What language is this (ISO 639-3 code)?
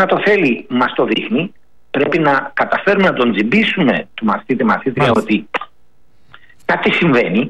ell